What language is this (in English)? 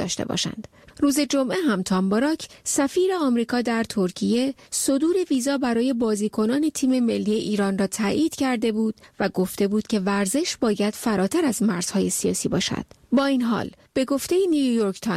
Persian